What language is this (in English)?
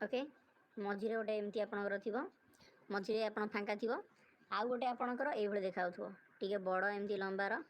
Odia